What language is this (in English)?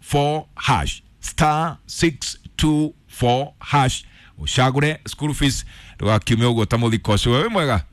Kikuyu